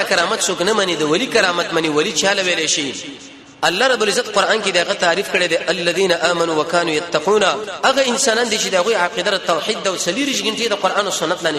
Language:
Pashto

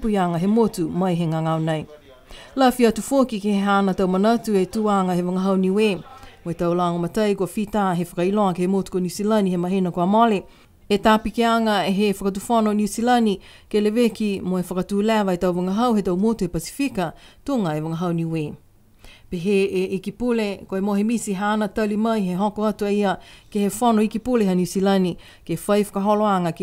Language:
Niuean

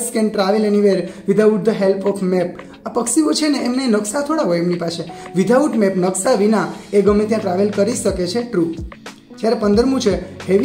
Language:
Gujarati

